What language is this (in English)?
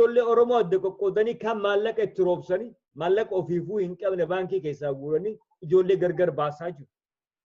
Oromo